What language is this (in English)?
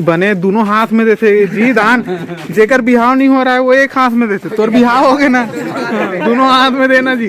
Chhattisgarhi